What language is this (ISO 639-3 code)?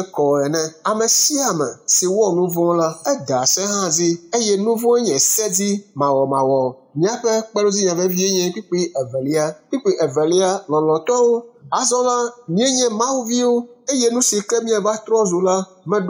ewe